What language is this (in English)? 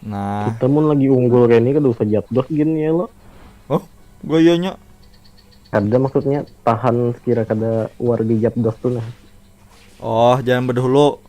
Banjar